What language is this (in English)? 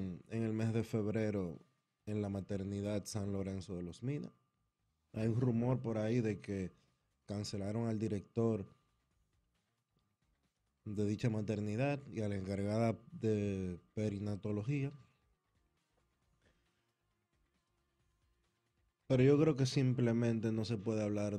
Spanish